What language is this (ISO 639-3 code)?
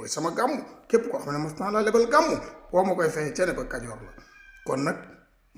wol